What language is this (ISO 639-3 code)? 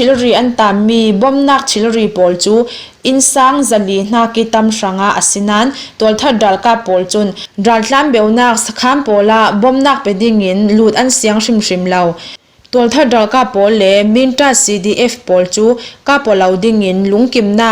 cfm